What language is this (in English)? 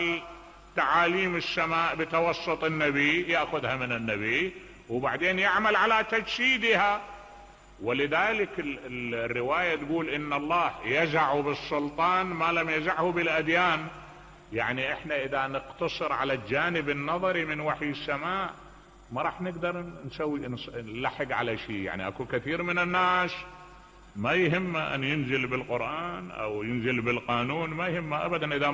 Mesopotamian Arabic